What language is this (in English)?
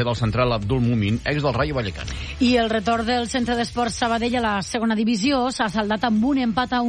Catalan